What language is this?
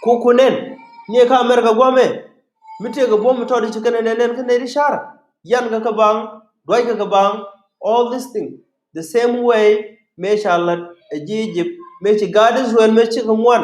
Nuer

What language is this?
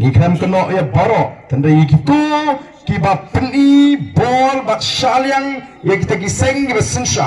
Khasi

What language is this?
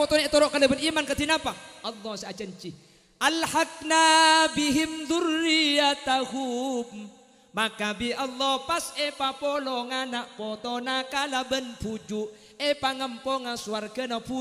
Madurese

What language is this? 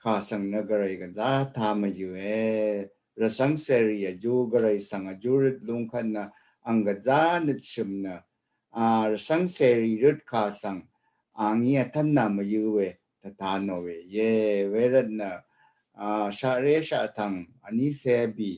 Rawang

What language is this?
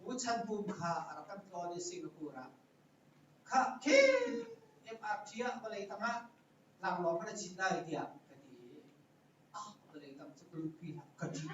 Hakha Chin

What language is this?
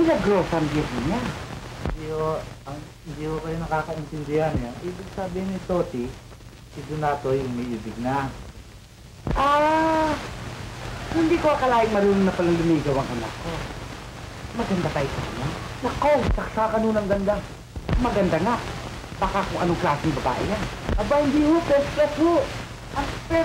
Filipino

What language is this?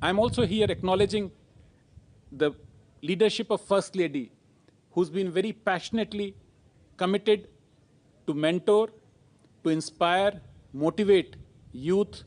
Tswana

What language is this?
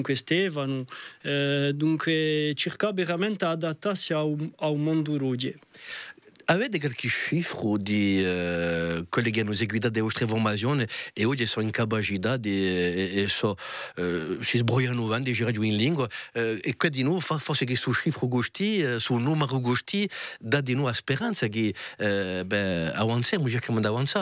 Corsican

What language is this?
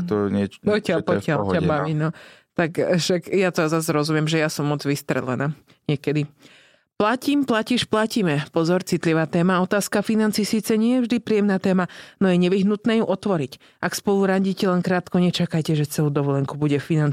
Slovak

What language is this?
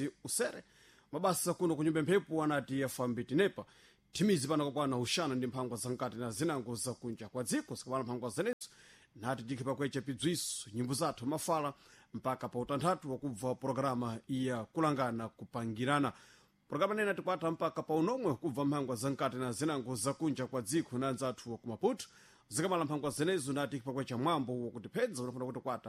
Sena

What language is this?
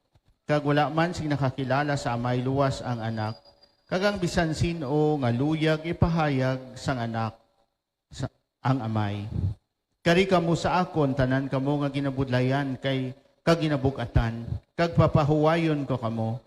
Hiligaynon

